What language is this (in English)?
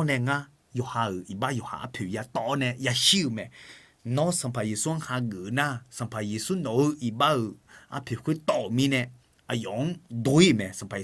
Akha